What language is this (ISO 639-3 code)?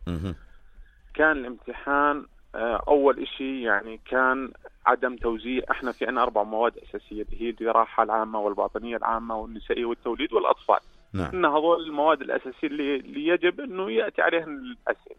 apc